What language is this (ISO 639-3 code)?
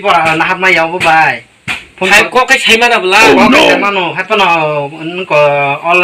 trp